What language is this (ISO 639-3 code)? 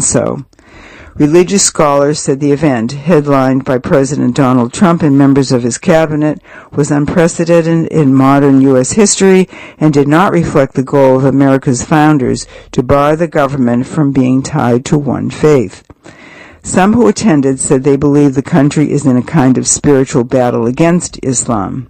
eng